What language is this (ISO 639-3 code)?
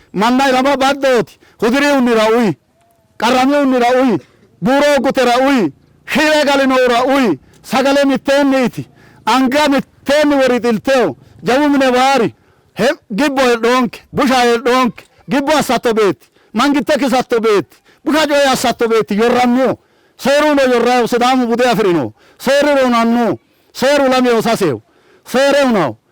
sid